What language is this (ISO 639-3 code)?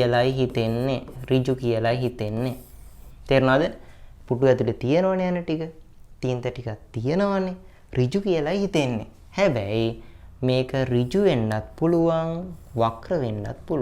sin